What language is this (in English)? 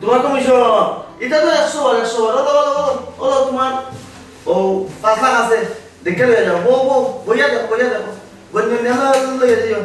Sylheti